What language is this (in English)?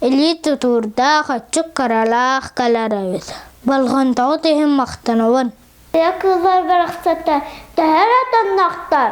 Yakut